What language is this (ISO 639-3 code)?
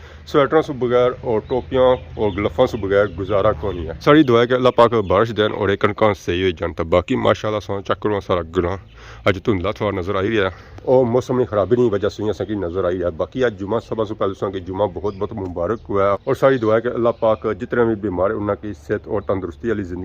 phr